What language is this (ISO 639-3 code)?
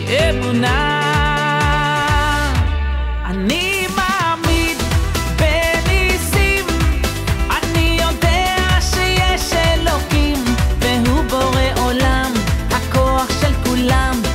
heb